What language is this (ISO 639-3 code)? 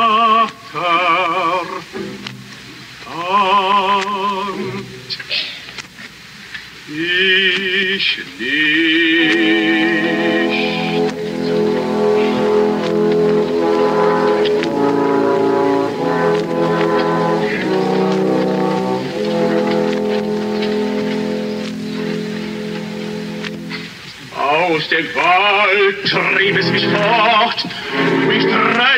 deu